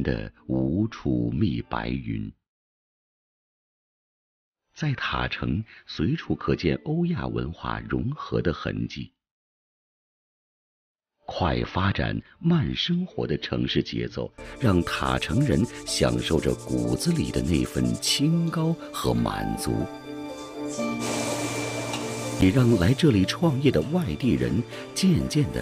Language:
Chinese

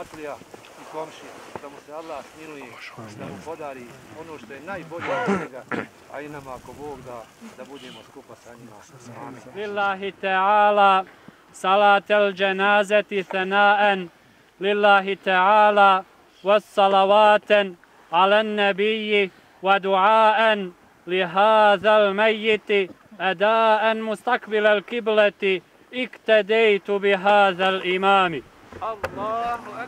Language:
Bosnian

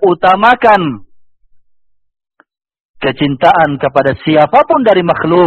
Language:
Indonesian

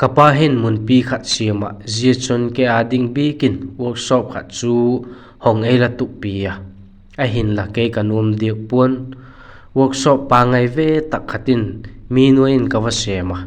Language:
Vaiphei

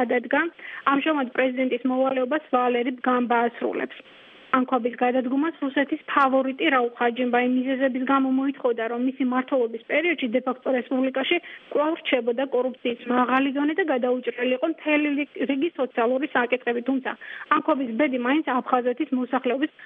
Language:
Georgian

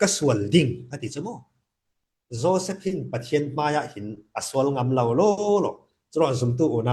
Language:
Falam Chin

